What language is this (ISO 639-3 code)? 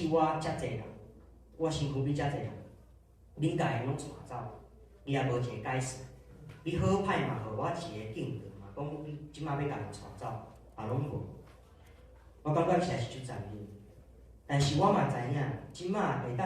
nan